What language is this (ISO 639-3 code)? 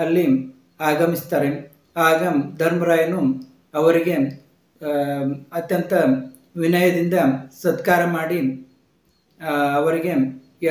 kan